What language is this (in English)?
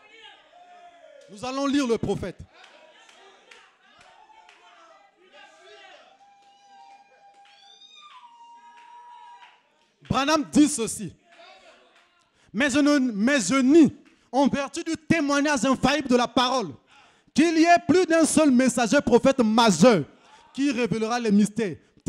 French